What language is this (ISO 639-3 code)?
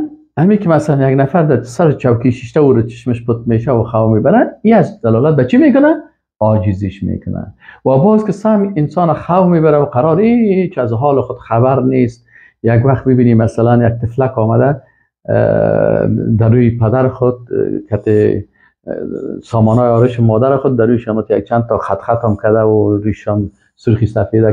fas